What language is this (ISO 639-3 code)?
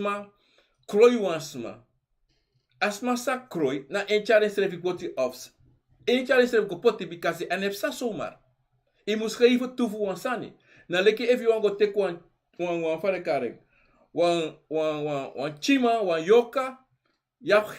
srn